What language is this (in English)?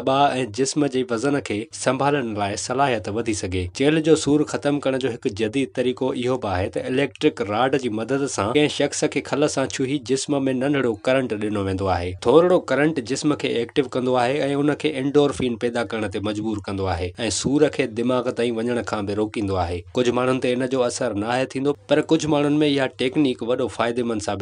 Sindhi